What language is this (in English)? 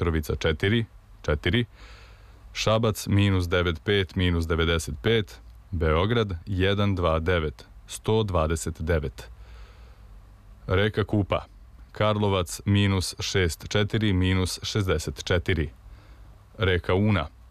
Serbian